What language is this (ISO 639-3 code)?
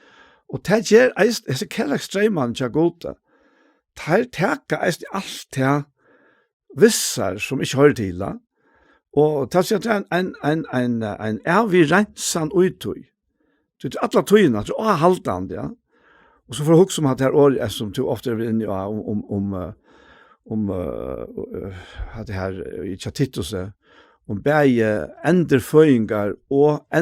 fao